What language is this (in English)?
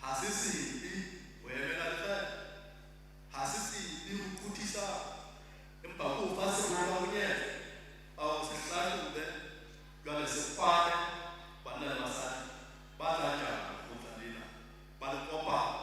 Southern Sotho